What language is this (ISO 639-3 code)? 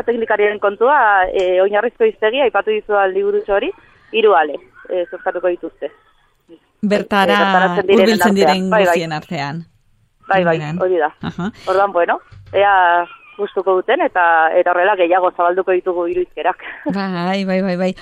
eus